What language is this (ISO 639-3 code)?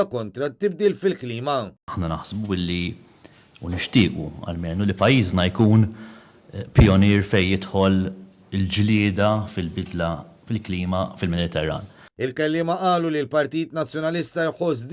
mlt